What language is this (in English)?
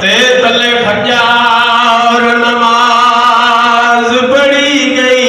Saraiki